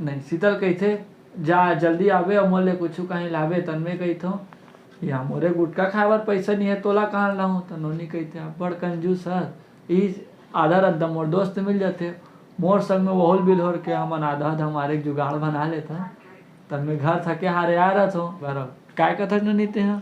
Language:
Chhattisgarhi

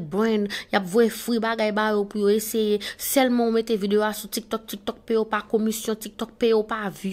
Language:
Haitian Creole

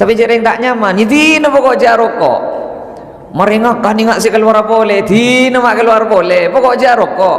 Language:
Madurese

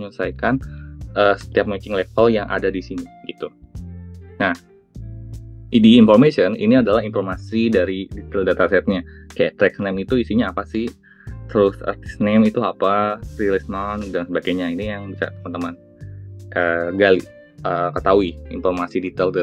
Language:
Indonesian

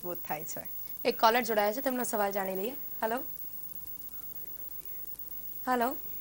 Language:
Gujarati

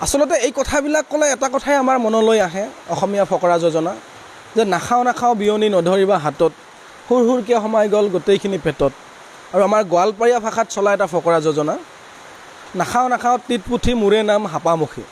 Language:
Assamese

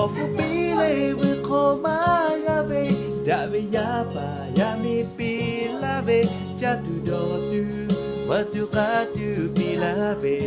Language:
Lahu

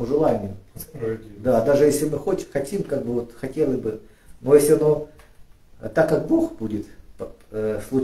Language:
Russian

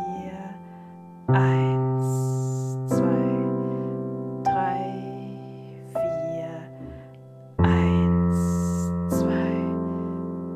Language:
German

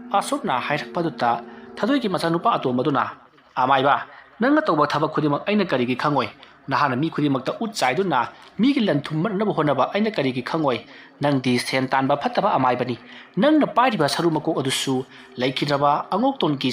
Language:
Manipuri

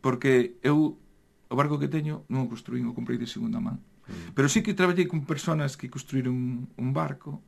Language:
Galician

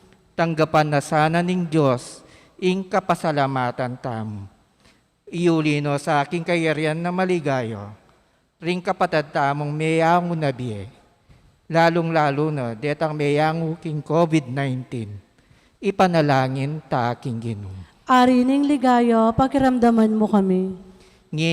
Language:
Pampanga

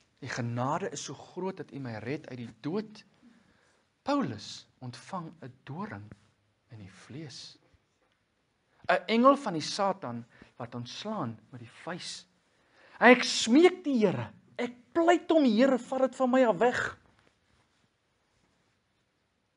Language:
Afrikaans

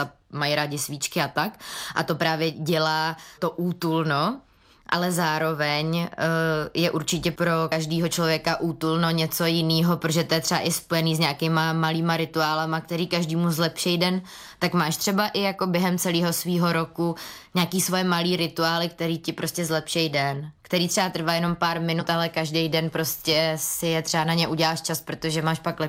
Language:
Czech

